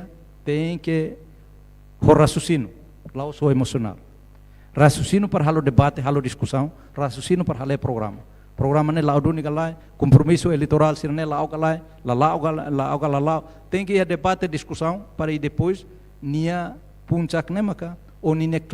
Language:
Tetum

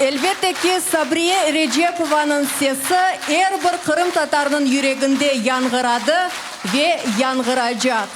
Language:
Crimean Tatar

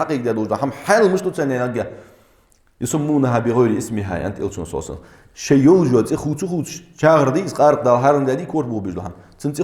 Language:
Ingush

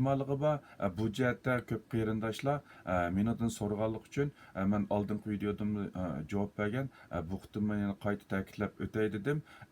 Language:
Uyghur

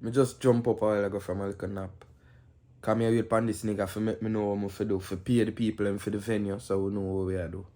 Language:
Jamaican Creole English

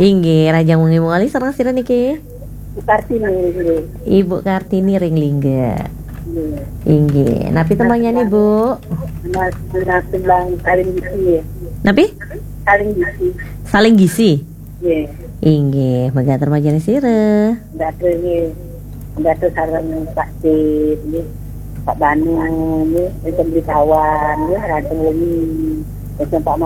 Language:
Balinese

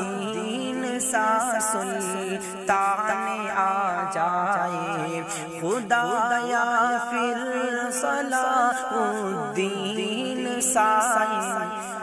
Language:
Urdu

